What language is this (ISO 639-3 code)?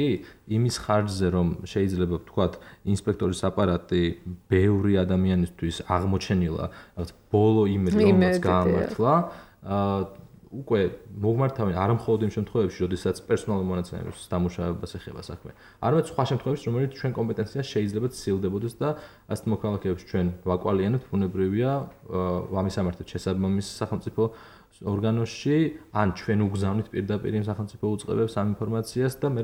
kat